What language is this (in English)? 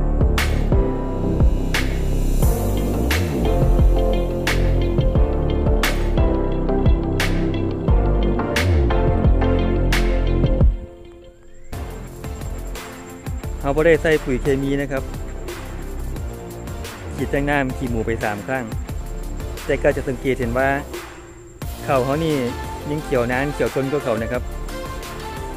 Thai